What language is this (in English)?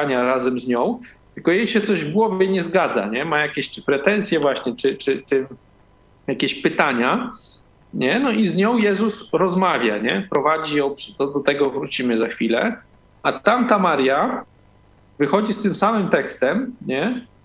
Polish